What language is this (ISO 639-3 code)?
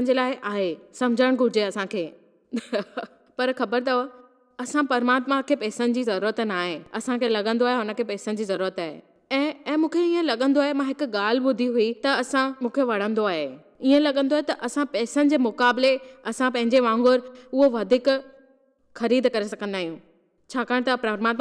snd